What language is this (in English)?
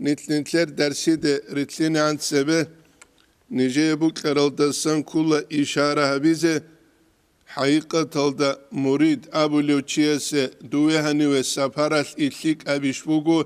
Avaric